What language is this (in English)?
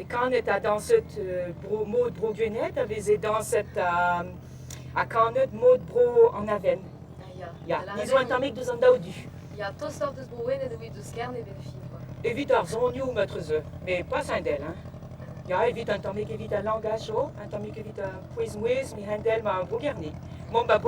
Breton